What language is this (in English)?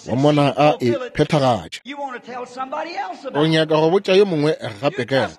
Northern Sotho